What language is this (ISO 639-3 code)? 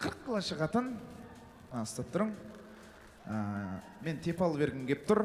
kaa